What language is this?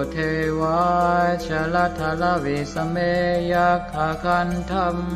Pali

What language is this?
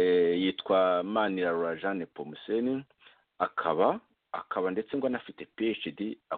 Kinyarwanda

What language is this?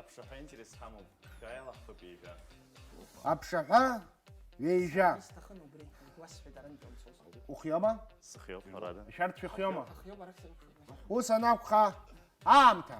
Abkhazian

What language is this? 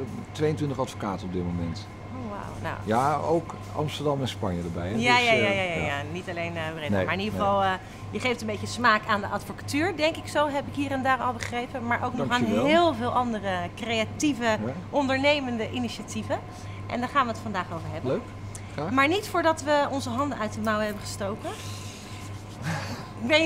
Dutch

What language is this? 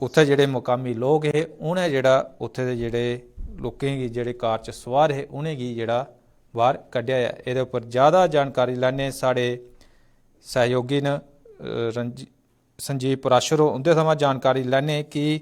Dogri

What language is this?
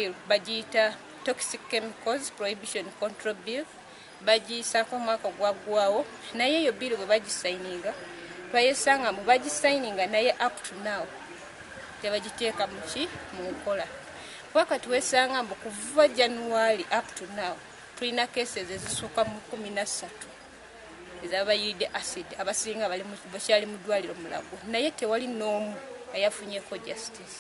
Ganda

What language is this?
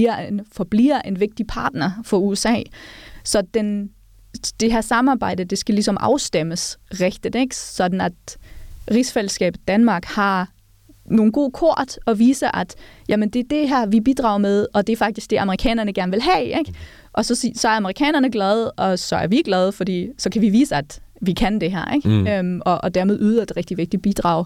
Danish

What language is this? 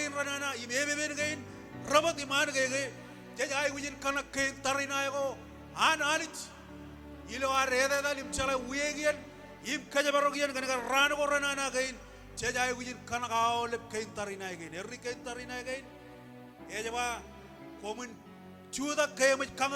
Marshallese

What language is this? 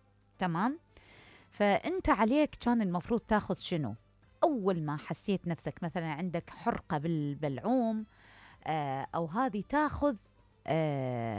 Mesopotamian Arabic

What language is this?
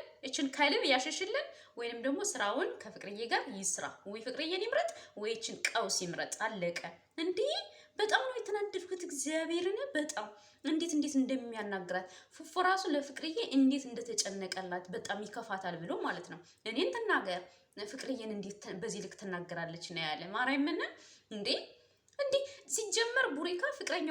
Amharic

